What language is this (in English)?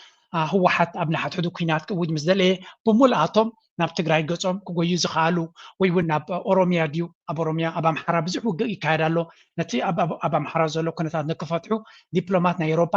Tigrinya